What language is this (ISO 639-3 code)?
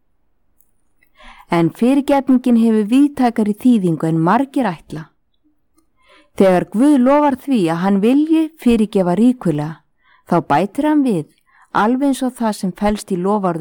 isl